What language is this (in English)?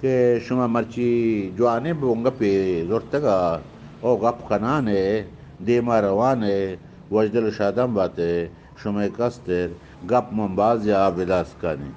Eastern Balochi